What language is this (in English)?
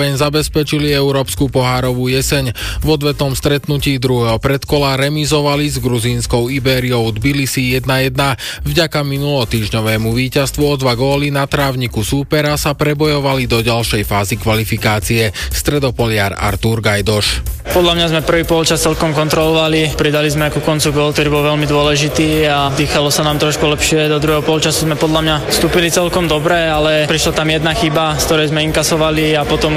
Slovak